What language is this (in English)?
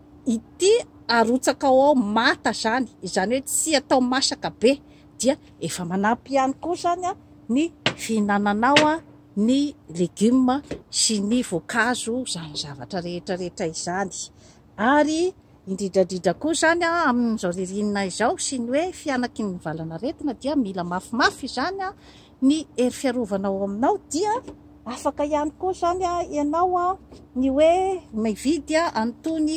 Malagasy